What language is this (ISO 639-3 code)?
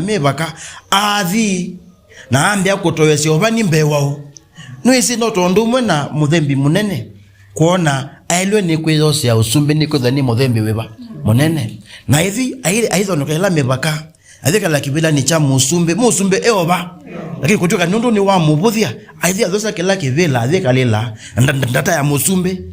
kam